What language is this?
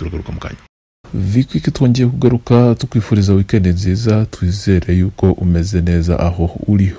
Kinyarwanda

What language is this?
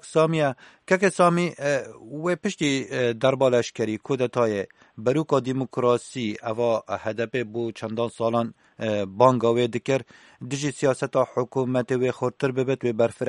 Kurdish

